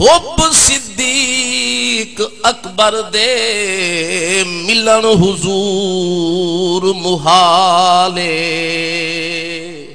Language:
Saraiki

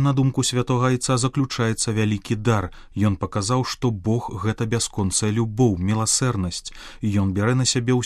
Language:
Belarusian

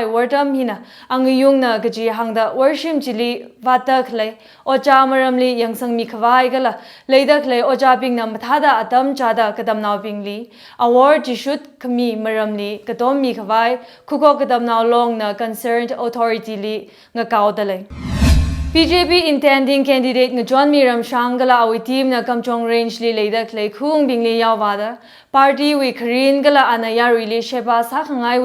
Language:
Tangkhul Naga (India)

